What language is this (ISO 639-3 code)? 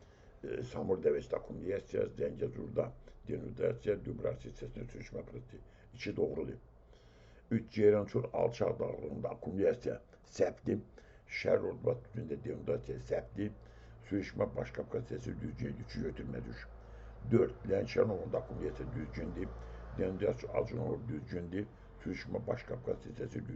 aze